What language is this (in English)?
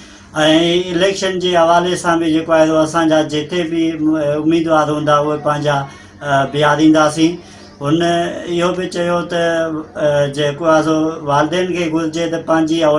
Sindhi